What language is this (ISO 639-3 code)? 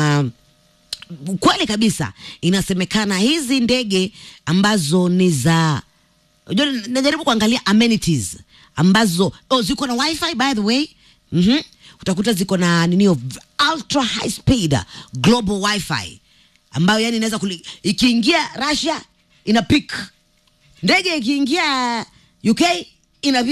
swa